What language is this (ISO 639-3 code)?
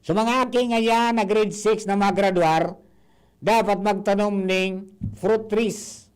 bik